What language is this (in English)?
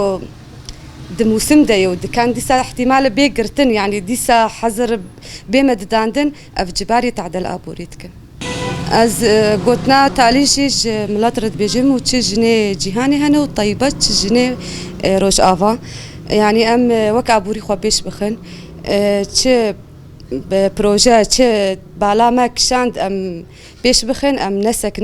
Kurdish